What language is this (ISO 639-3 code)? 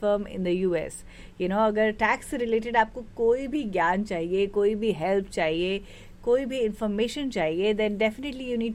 hin